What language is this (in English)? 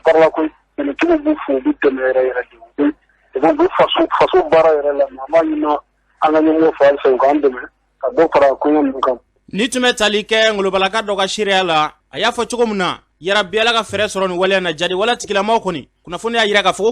Bambara